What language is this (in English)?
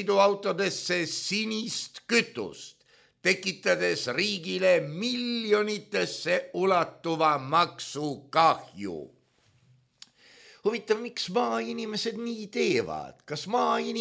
Estonian